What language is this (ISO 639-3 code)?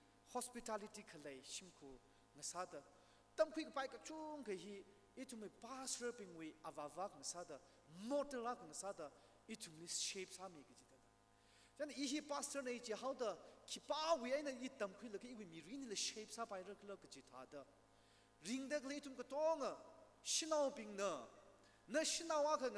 nmf